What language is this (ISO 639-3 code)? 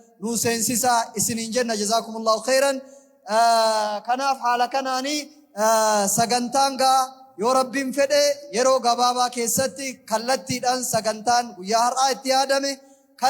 orm